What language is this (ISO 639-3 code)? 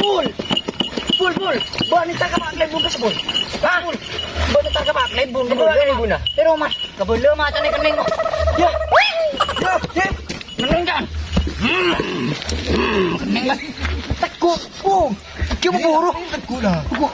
mad